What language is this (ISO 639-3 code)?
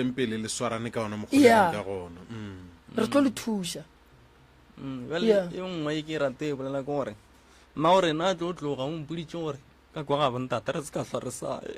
nso